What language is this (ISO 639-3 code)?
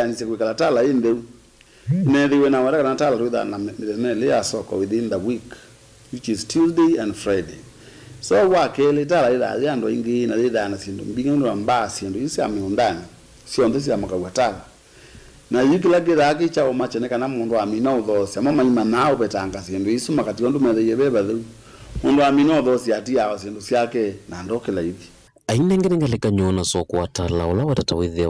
kam